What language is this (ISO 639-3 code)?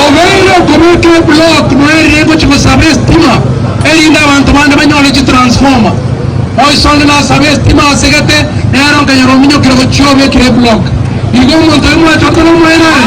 guz